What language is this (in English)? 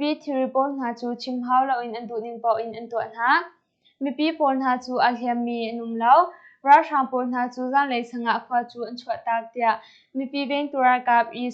Hakha Chin